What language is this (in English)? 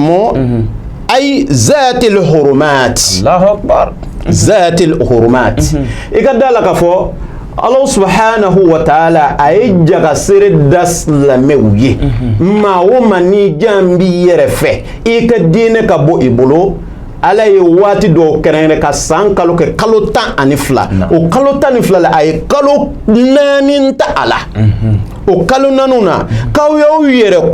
Bambara